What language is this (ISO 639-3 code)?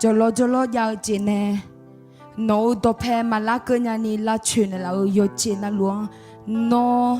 ahk